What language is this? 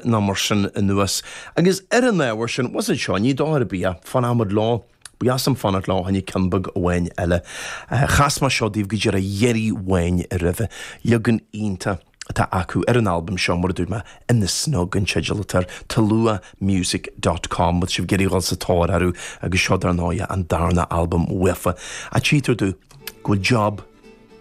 Irish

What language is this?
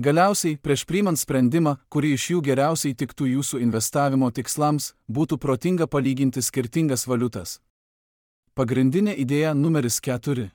Lithuanian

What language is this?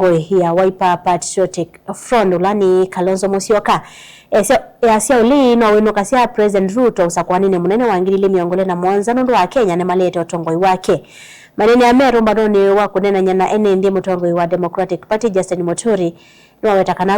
Kamba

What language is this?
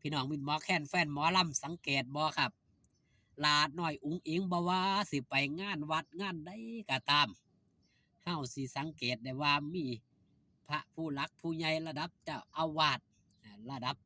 Lao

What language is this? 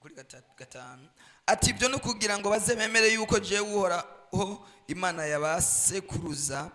Rundi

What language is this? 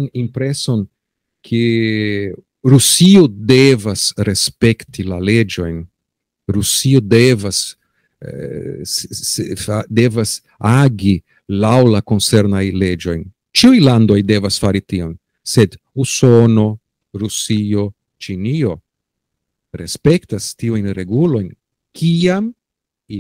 Esperanto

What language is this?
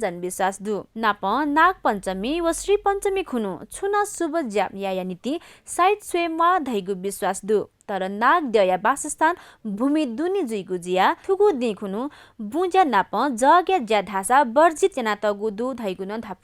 Newari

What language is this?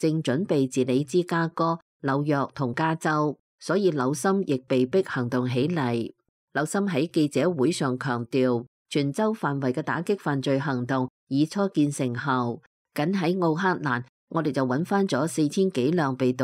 Cantonese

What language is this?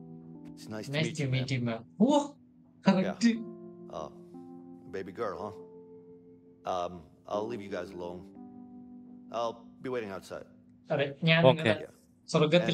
Malayalam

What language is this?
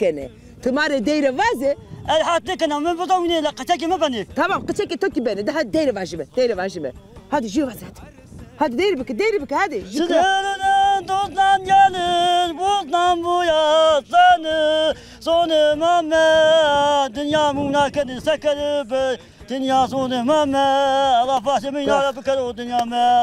Zaza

